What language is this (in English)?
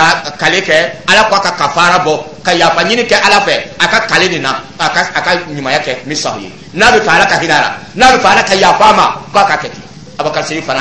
Dyula